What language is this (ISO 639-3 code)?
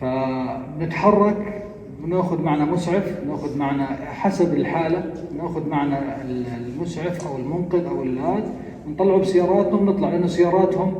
apc